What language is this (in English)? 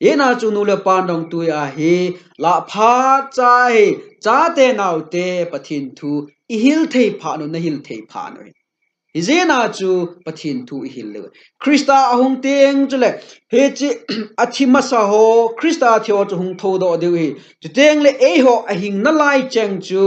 Thado Chin